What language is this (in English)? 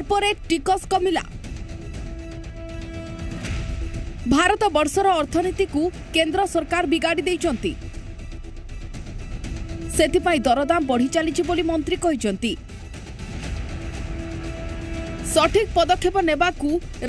Odia